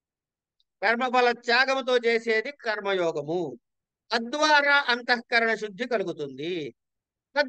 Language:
Telugu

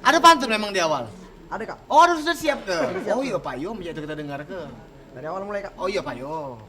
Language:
Musi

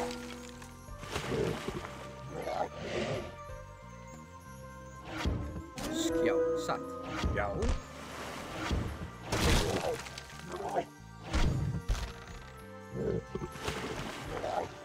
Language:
Icelandic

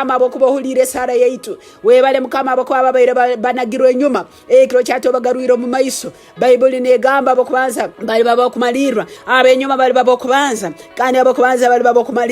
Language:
Nyoro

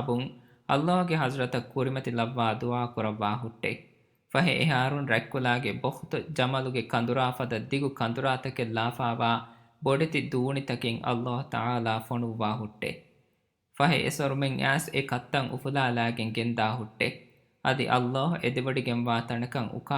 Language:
Divehi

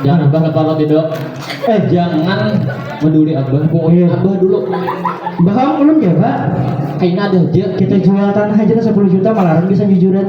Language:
Banjar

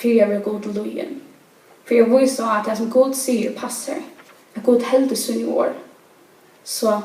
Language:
Faroese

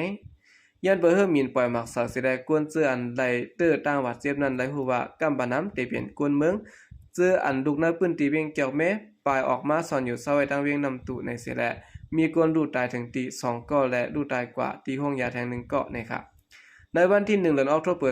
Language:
Shan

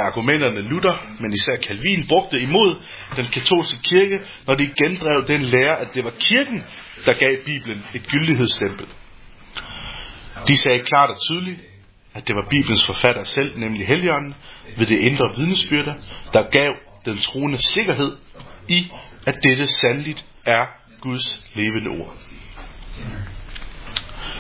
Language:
Danish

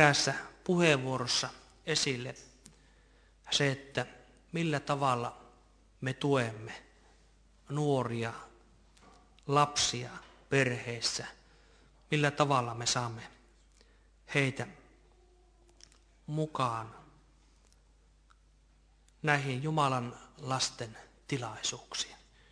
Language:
Finnish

